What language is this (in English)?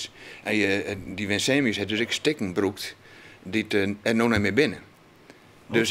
Western Frisian